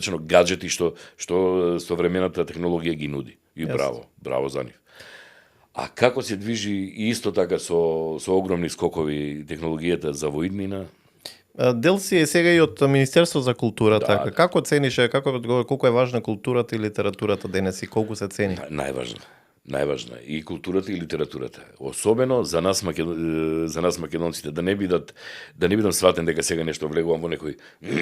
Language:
Macedonian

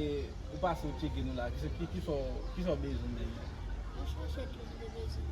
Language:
Haitian Creole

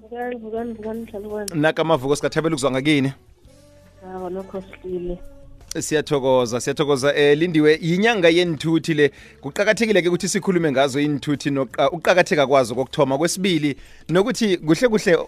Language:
South Ndebele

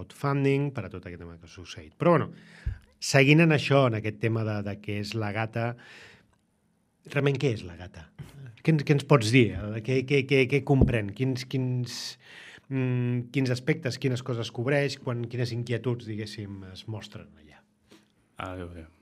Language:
Catalan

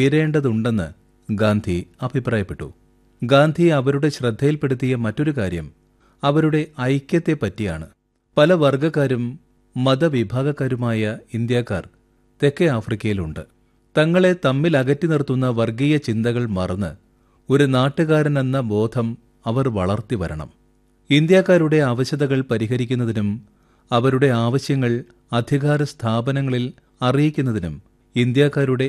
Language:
Malayalam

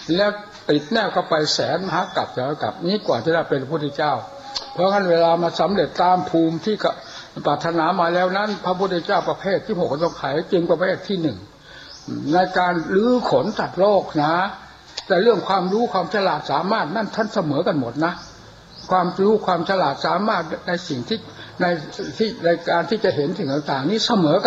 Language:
Thai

